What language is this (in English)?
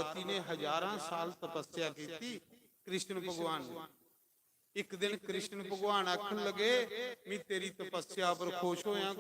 Dogri